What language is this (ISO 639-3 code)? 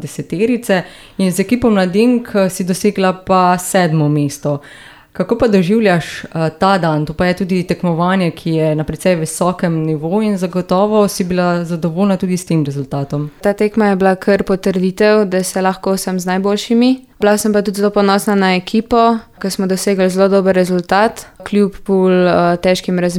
slv